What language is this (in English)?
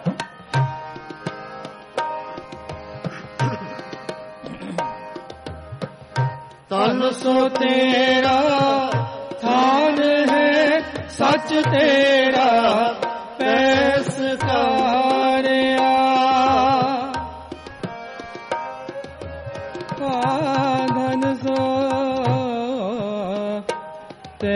Punjabi